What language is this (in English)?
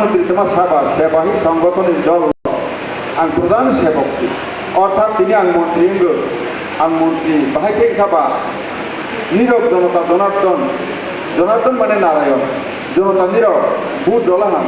Kok Borok